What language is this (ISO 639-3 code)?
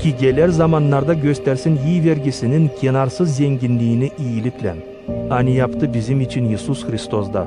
gag